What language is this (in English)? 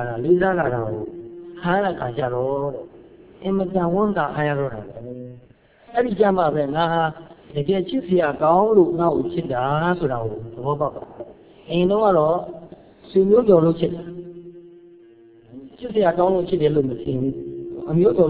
Burmese